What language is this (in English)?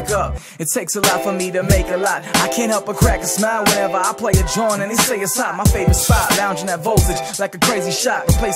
English